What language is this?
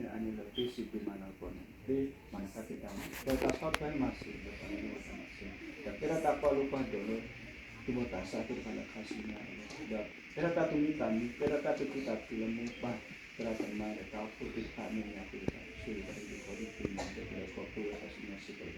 S'gaw Karen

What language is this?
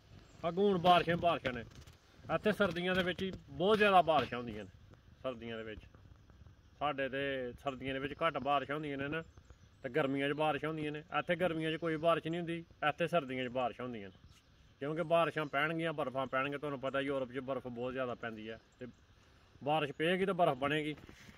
Punjabi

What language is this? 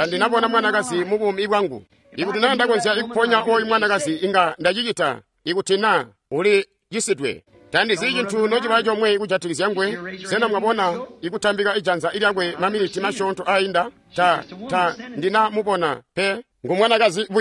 Tonga (Zambia)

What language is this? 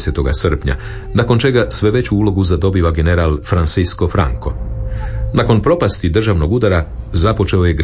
Croatian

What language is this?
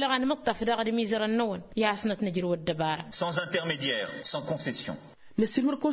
Tamasheq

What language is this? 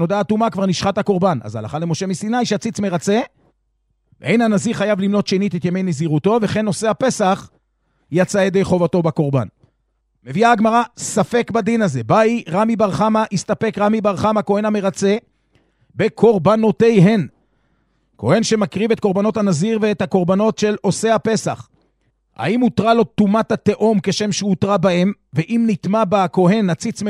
Hebrew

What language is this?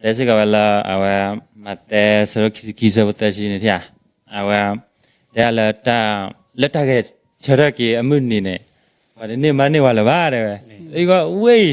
S'gaw Karen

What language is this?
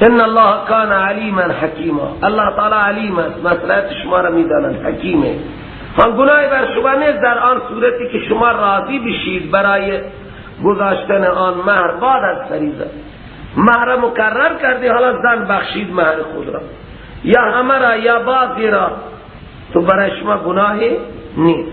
Persian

